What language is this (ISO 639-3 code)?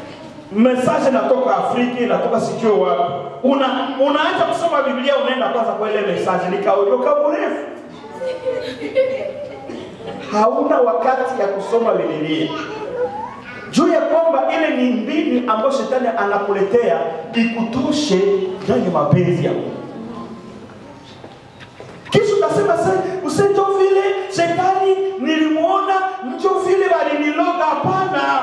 swa